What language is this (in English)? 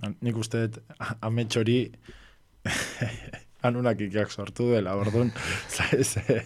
Basque